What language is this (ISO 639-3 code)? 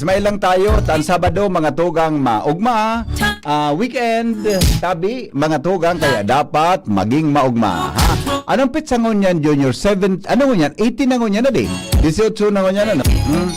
bik